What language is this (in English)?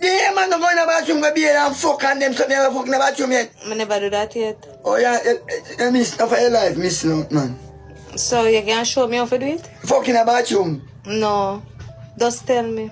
Jamaican Creole English